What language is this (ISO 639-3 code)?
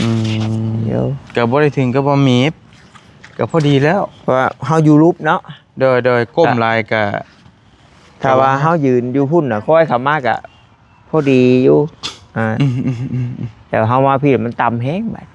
tts